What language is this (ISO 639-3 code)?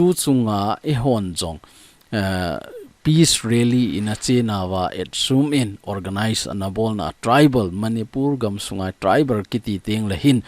tcz